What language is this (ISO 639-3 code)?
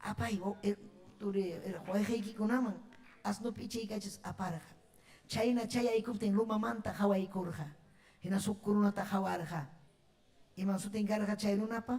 quy